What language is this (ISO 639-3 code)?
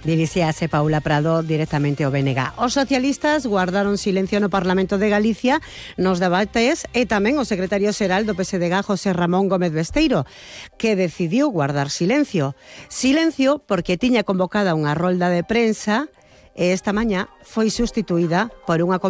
glg